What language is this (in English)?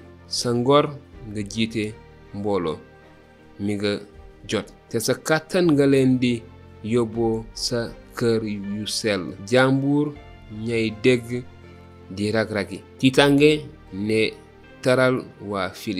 Wolof